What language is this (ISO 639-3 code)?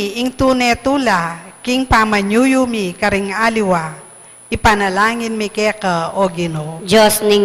pam